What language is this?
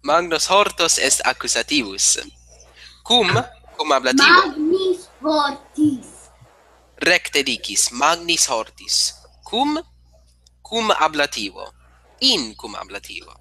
Latin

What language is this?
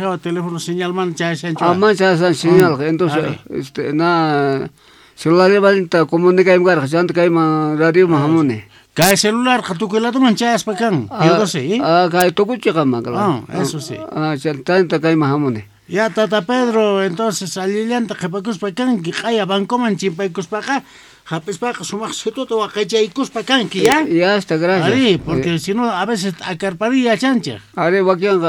Quechua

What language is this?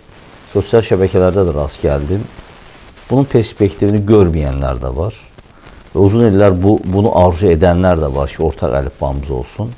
South Azerbaijani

